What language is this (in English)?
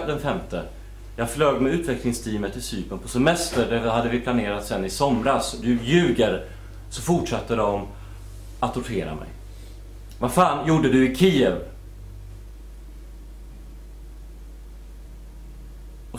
Swedish